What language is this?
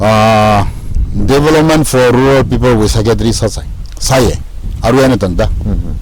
Tangkhul Naga (India)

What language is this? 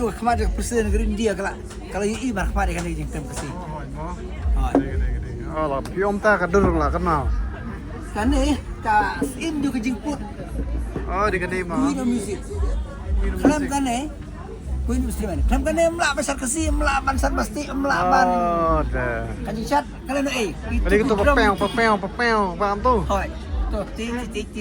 Khasi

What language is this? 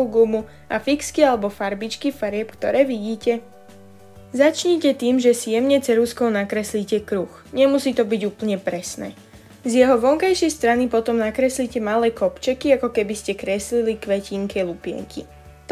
Slovak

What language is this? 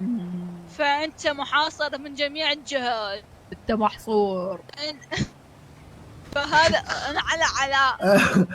Mesopotamian Arabic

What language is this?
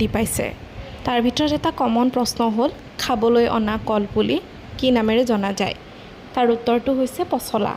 Assamese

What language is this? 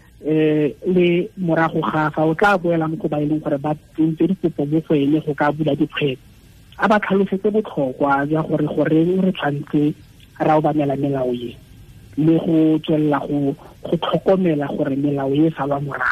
Tswana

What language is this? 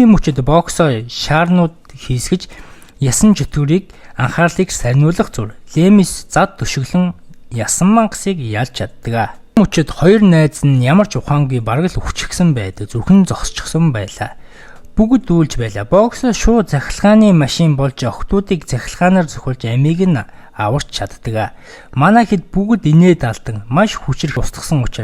Mongolian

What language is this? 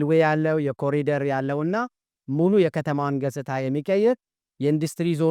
Amharic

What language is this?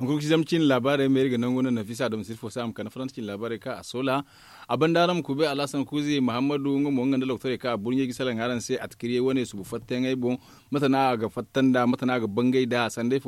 Zarma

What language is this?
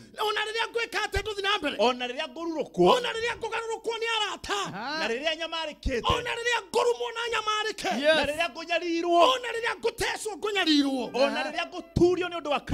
Kikuyu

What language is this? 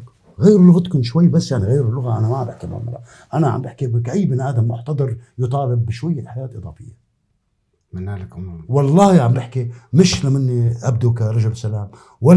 North Levantine Arabic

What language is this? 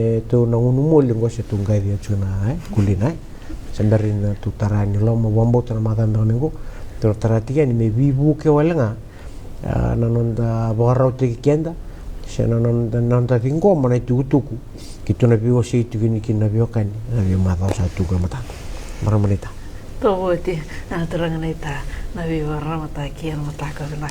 Fijian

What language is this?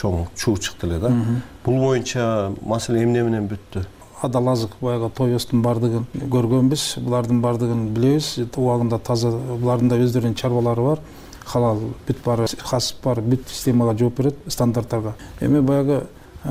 Kyrgyz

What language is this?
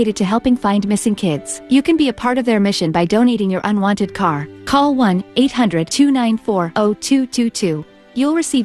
English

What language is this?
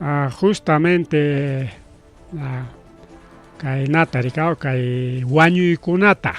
Ayacucho Quechua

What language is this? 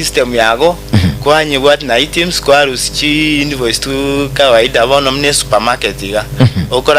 Gusii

